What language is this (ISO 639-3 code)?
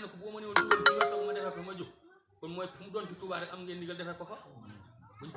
wol